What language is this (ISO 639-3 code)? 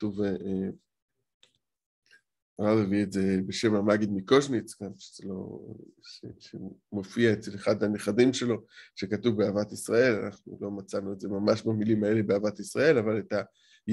heb